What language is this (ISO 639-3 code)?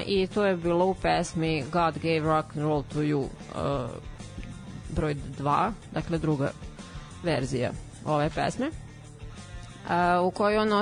srp